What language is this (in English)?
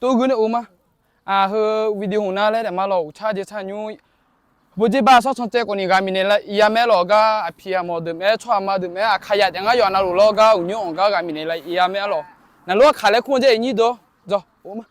Akha